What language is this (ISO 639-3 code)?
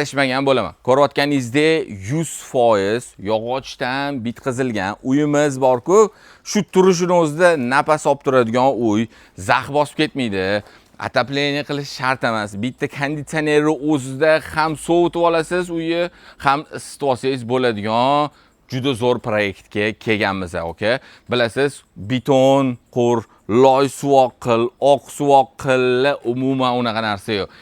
uzb